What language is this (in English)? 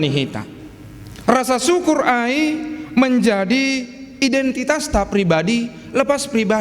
Batak Simalungun